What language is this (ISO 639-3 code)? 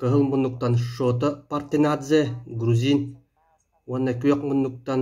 sah